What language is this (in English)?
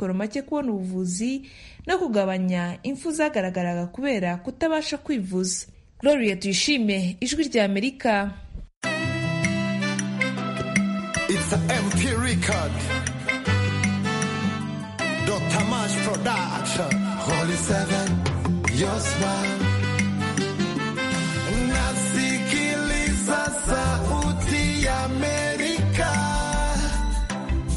Kinyarwanda